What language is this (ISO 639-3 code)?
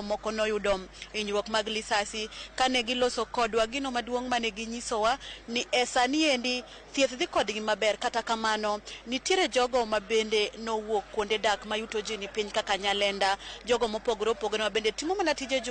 luo